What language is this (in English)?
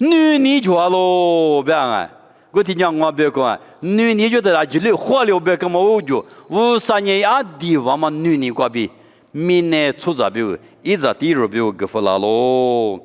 Lisu